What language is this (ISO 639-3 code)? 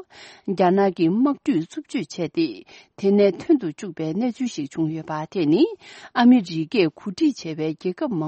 bod